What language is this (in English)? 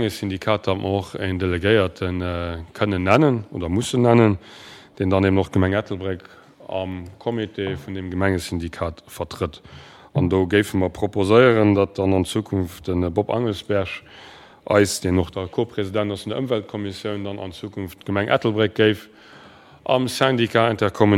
Luxembourgish